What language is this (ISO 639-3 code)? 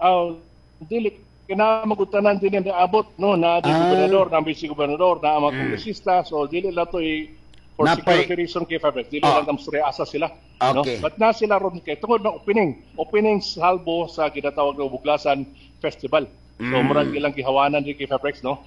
ceb